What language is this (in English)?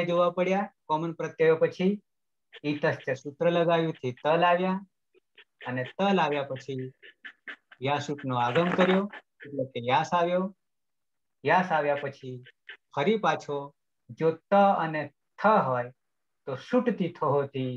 Gujarati